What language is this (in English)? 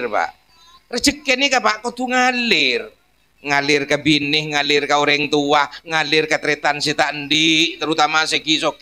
Madurese